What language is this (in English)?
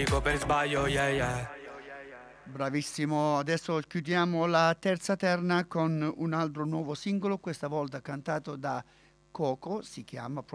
Italian